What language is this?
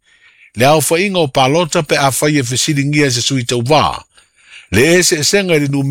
Samoan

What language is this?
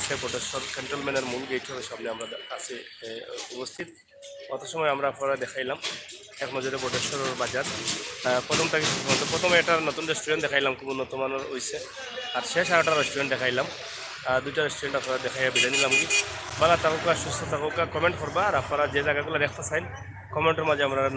Sylheti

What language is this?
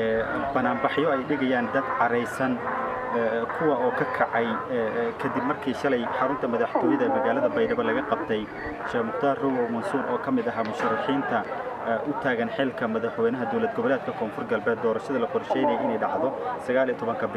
Somali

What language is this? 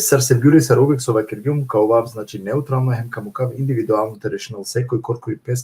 Balkan Romani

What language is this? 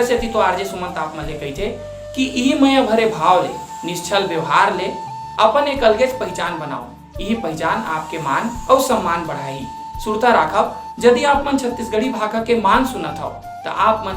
Chhattisgarhi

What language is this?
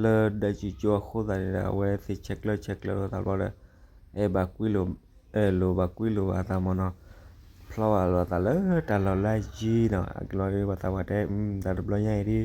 S'gaw Karen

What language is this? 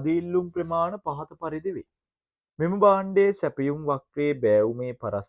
Sinhala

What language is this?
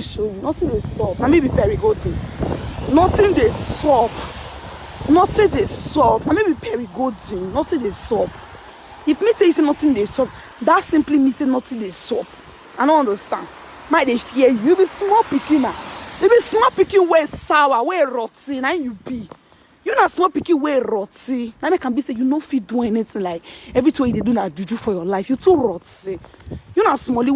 Nigerian Pidgin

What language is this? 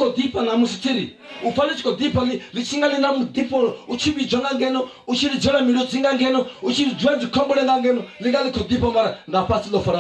Venda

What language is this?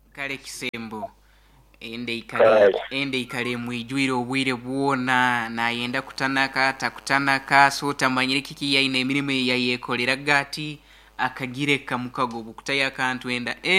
Nyoro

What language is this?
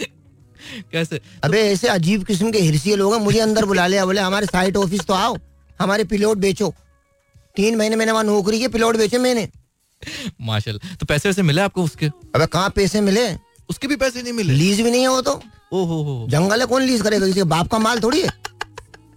Hindi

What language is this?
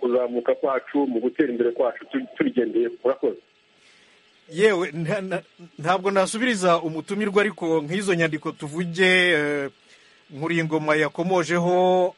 Kinyarwanda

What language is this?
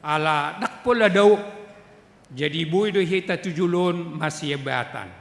Batak Toba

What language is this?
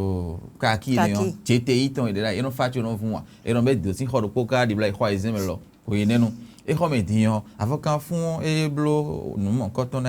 Fon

